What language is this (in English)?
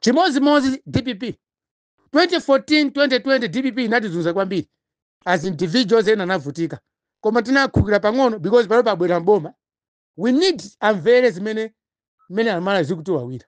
Nyanja